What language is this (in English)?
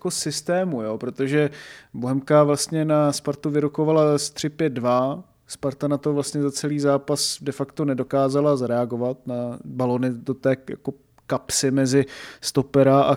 Czech